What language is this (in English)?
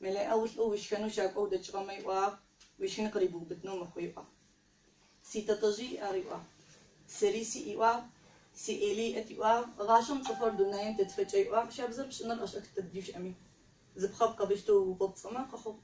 Adyghe